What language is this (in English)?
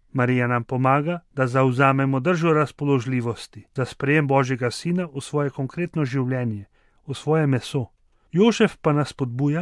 Slovenian